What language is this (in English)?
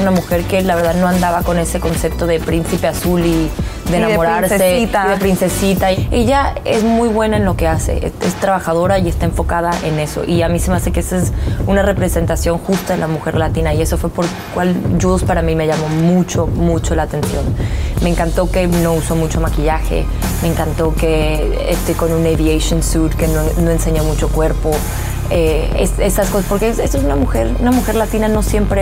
Spanish